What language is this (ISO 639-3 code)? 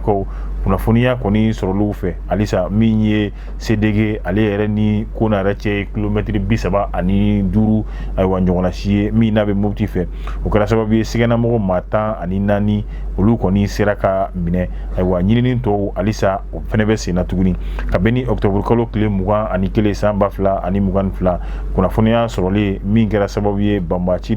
bam